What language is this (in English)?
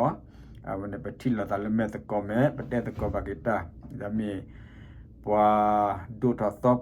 S'gaw Karen